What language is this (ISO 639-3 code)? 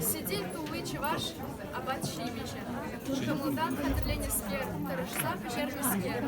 chv